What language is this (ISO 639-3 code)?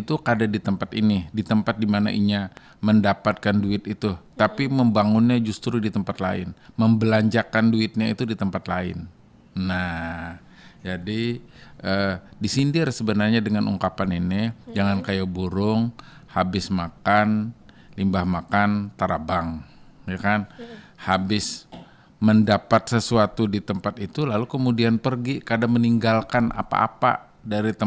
bjn